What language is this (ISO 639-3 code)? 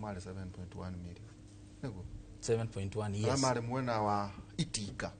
kik